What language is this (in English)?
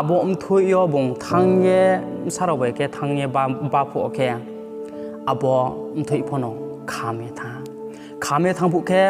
Riang (India)